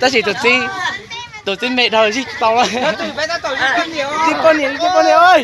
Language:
Hmong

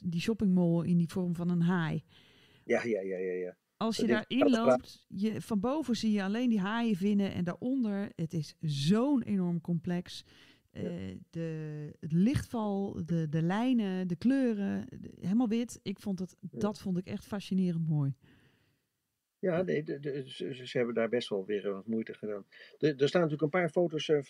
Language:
Dutch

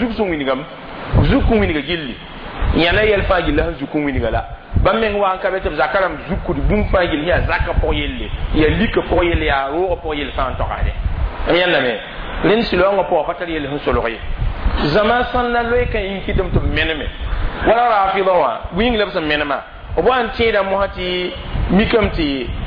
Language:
Mossi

